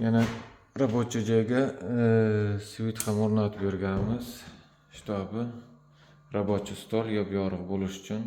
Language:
Uzbek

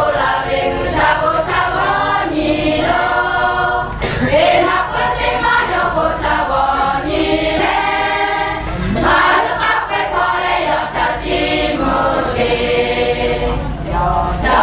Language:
Lahu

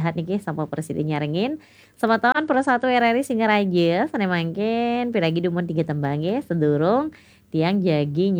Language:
Balinese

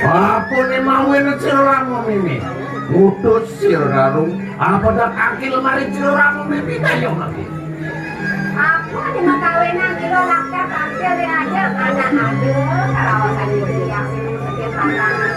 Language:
Balinese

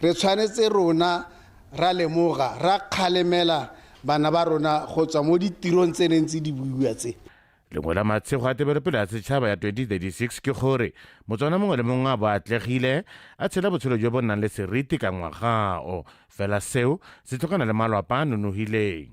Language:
Tswana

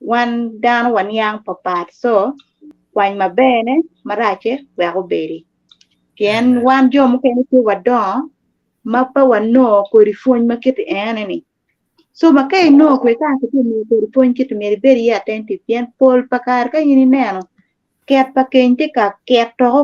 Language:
Acoli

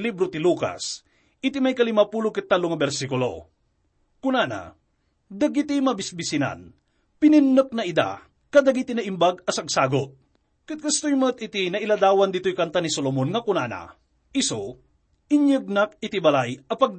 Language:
Iloko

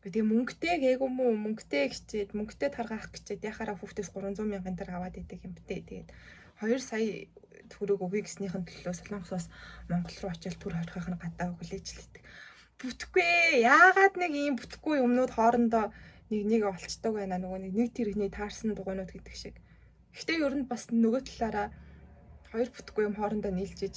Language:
Mongolian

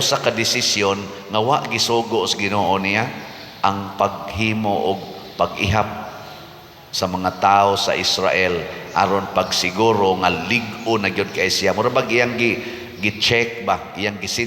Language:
Cebuano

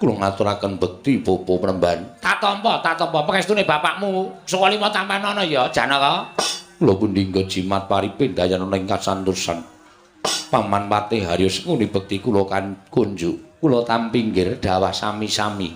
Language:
Javanese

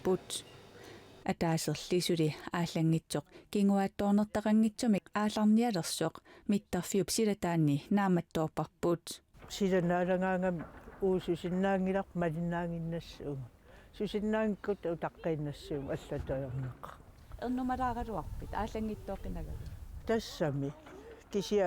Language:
Kalaallisut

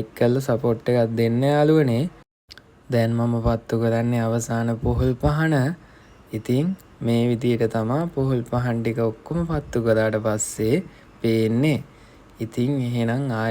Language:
Sinhala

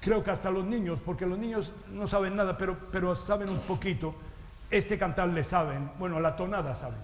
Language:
Ladino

